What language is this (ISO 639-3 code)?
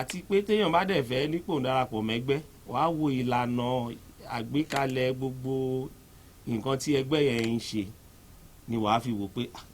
yor